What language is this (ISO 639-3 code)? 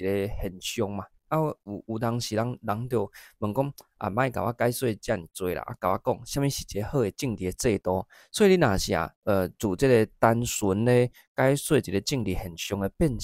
nan